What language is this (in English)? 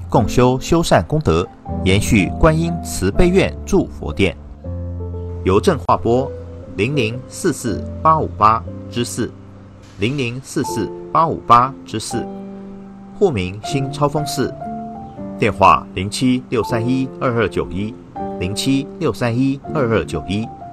Chinese